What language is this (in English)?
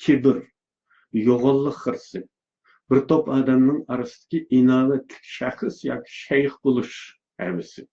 Uyghur